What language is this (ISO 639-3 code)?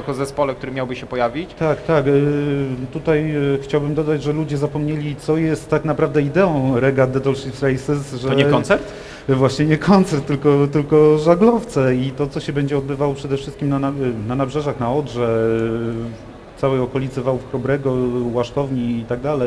pol